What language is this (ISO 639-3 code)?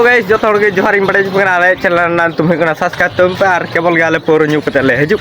sat